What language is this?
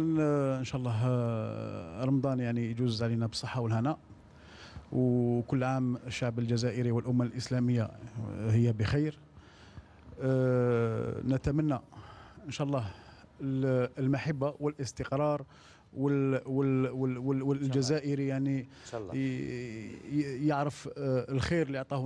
Algerian Arabic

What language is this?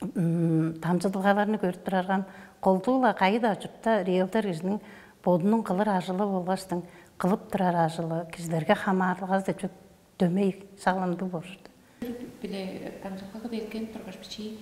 Tuvinian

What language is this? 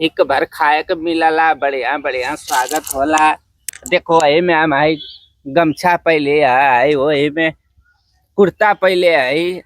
Bhojpuri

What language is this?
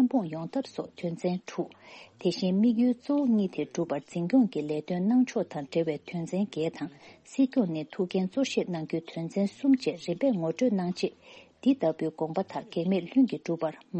Tibetan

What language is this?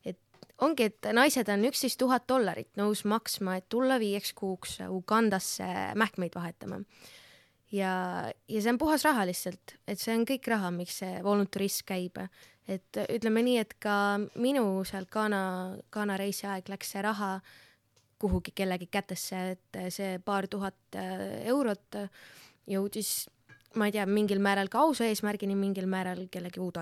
Estonian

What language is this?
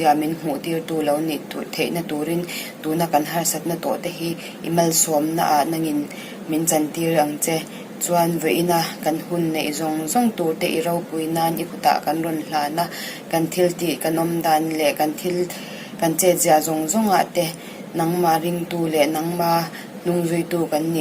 Mizo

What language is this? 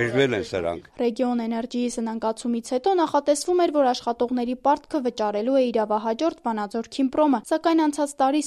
Armenian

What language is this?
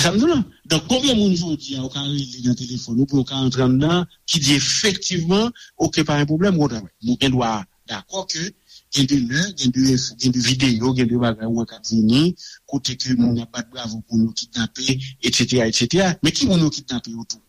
Haitian Creole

